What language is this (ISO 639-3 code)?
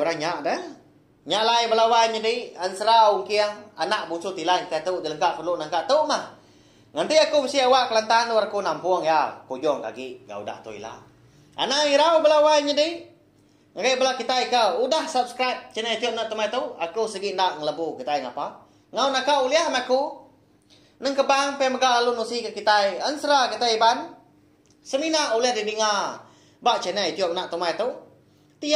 iba